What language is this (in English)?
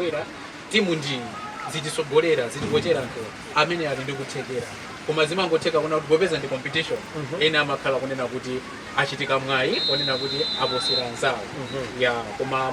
Nyanja